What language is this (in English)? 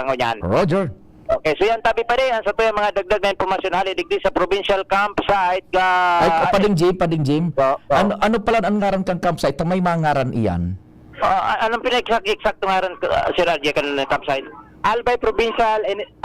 Bikol